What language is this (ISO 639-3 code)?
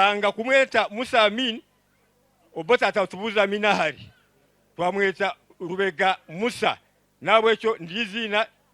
nyn